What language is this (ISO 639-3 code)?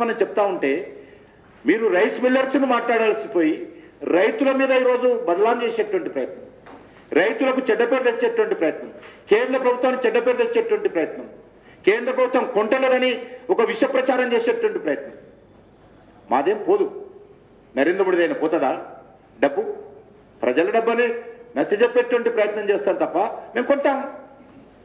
tel